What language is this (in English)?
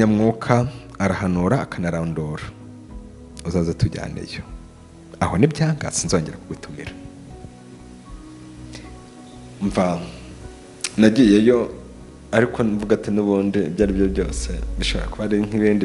Kinyarwanda